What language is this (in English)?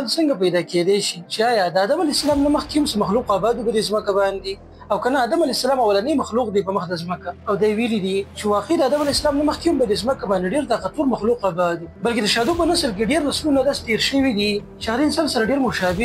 Pashto